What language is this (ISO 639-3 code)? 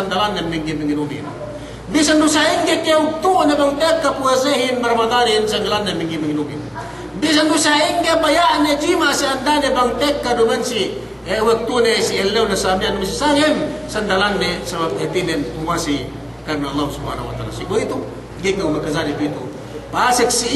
yka